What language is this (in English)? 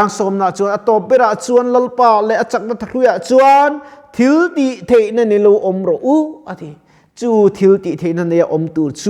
Mizo